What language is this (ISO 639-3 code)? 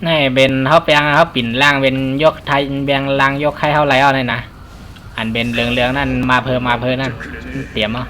shn